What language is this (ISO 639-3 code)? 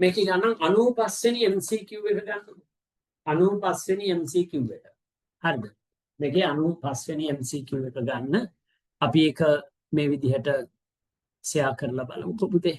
sin